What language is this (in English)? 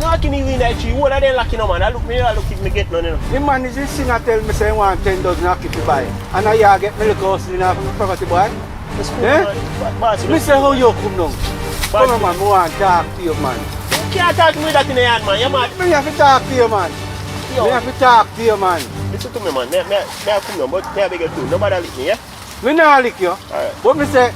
Jamaican Creole English